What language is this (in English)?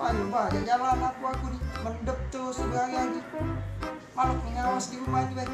Musi